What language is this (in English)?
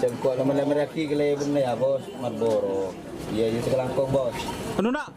Madurese